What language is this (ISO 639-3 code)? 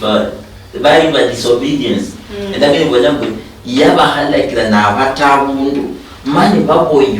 luy